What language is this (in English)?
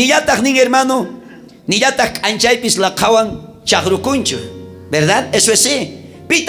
South Bolivian Quechua